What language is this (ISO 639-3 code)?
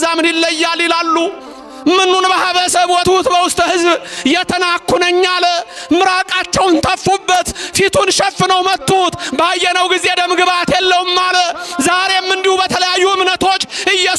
amh